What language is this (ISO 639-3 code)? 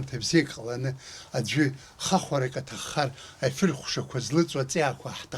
abk